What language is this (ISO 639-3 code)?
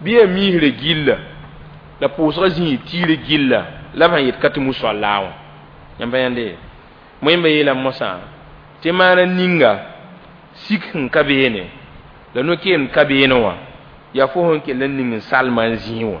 mos